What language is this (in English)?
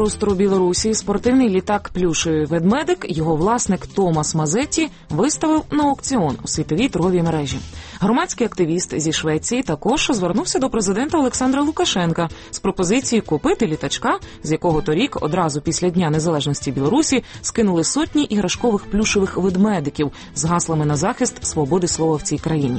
Ukrainian